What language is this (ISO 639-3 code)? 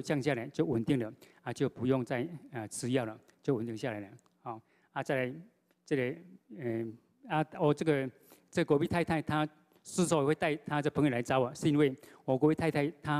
zho